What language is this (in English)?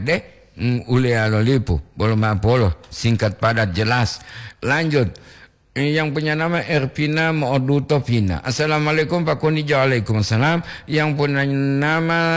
Gorontalo